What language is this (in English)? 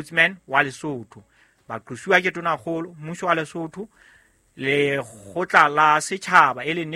Southern Sotho